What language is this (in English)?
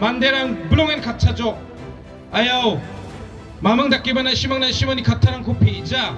Garo